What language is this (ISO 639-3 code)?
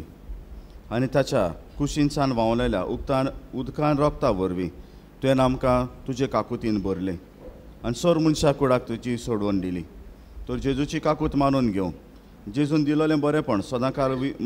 kok